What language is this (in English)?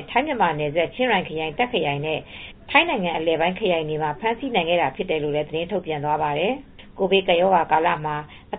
Burmese